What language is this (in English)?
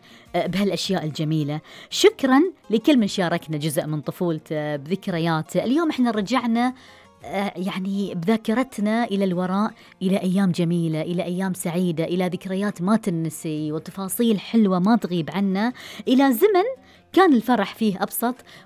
Gulf Arabic